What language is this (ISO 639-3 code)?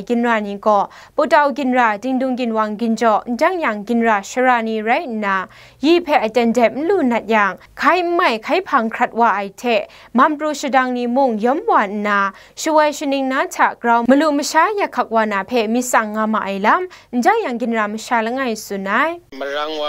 kac